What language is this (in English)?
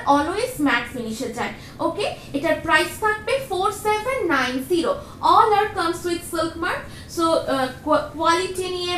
Bangla